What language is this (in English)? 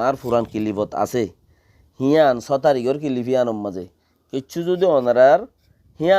Rohingya